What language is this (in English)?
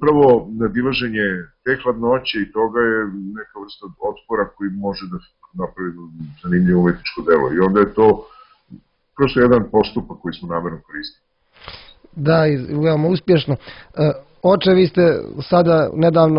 Serbian